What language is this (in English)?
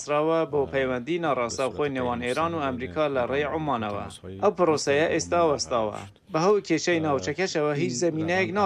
Central Kurdish